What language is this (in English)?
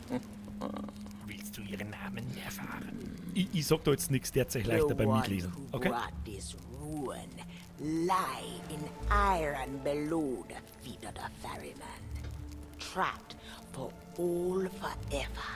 Bavarian